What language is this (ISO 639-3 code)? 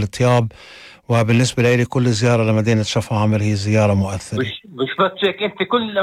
apc